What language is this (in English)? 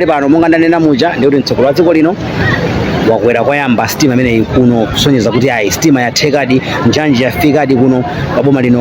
Nyanja